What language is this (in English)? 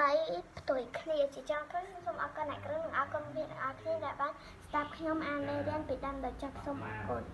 Khmer